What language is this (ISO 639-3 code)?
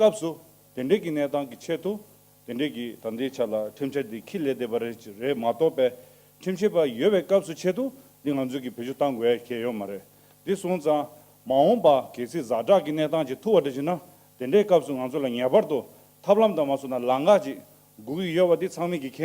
bod